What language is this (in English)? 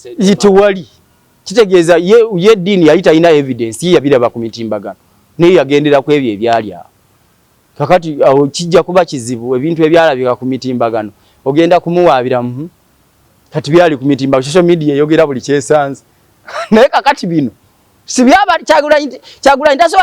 Ganda